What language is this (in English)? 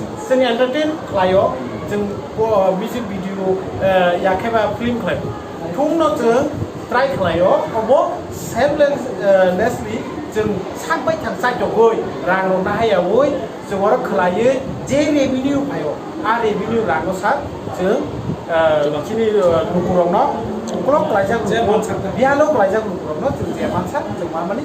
Kok Borok